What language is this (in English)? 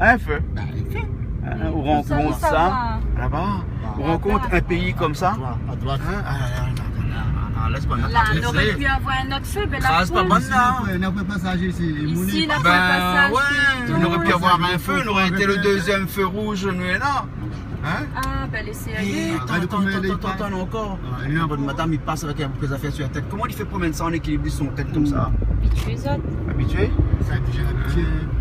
Réunion Creole French